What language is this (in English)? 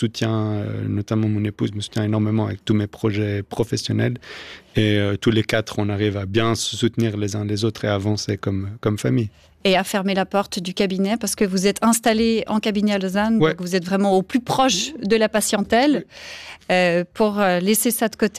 French